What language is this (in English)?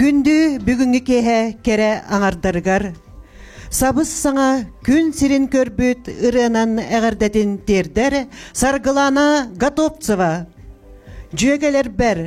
Yakut